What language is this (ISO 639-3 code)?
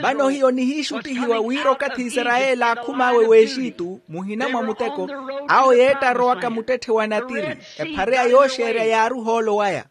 vmw